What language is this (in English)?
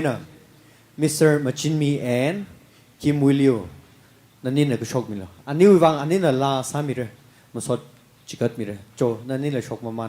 Tangkhul Naga (India)